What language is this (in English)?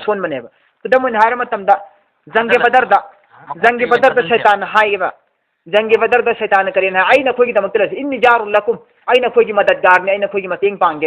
Manipuri